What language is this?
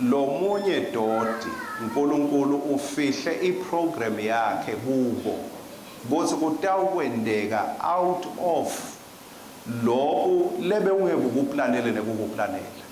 Swati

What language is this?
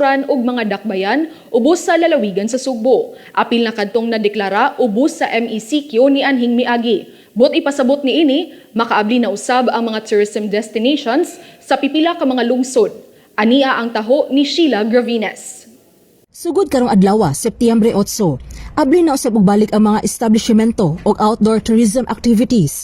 Cebuano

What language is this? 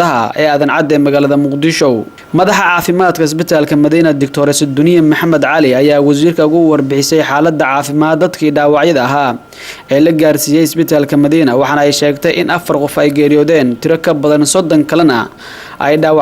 Somali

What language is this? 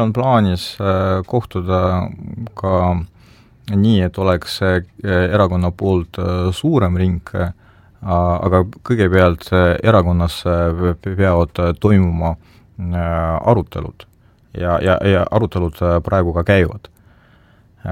Estonian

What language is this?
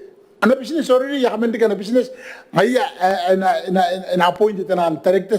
Gilbertese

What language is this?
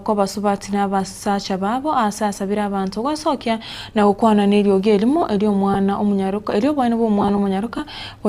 Gusii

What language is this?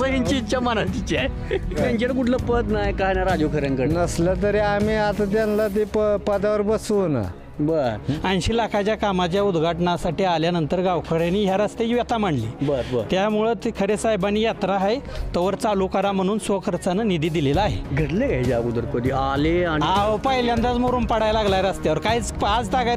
Marathi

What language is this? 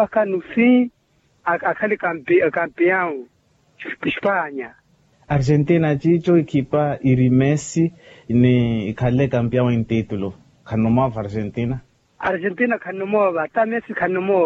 Makhuwa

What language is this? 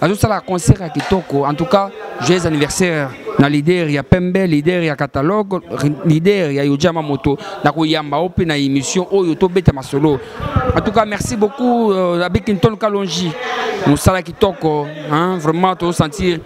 Lingala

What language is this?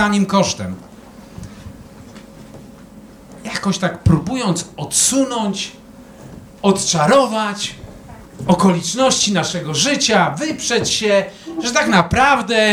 Polish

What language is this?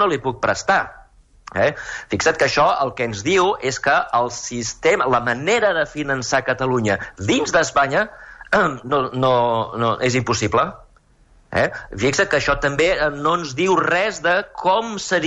Catalan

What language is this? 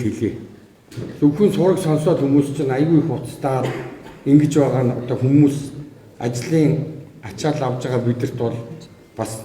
Mongolian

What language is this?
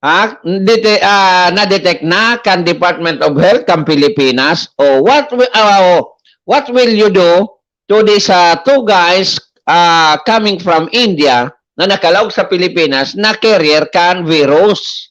Bikol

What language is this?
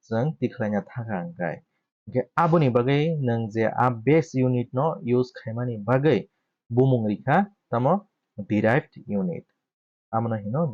Kok Borok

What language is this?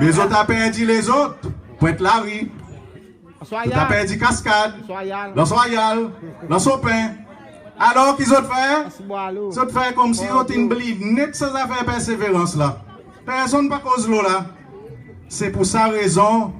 Seselwa Creole French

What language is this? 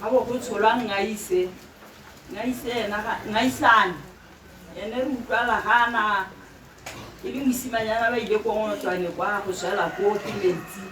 Tswana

